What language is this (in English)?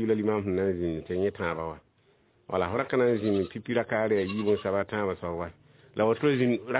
Mossi